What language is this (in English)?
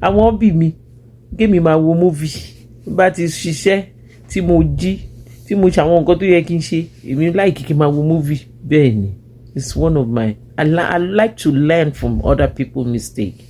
Yoruba